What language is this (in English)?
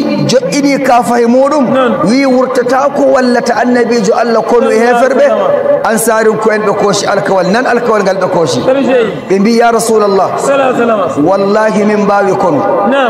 Nigerian Fulfulde